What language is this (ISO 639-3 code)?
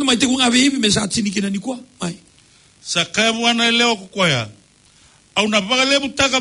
fij